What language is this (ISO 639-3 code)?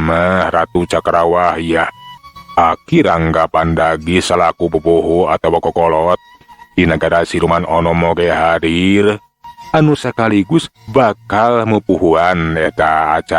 sun